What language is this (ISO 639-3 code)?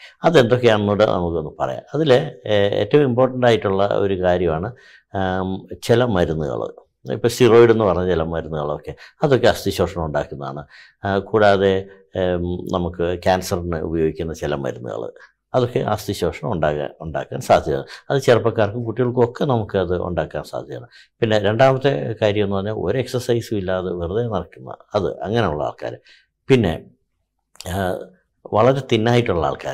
mal